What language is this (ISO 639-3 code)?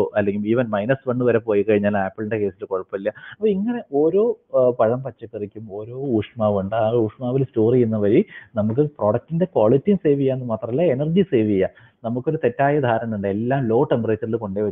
mal